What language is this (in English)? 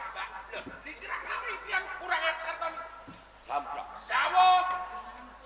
Javanese